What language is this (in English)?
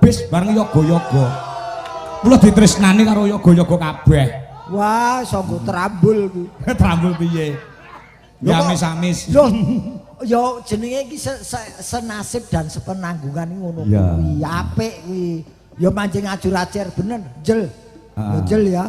Javanese